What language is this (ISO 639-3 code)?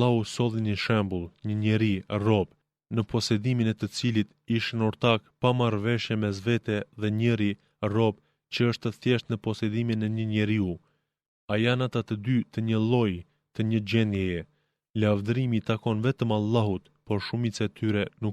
sqi